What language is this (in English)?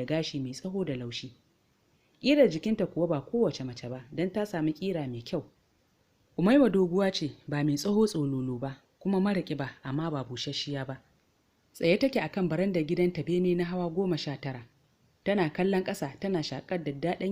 Hausa